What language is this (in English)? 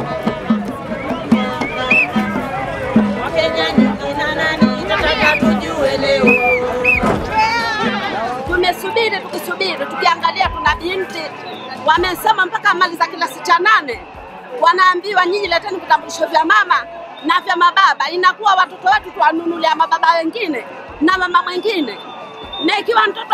Swahili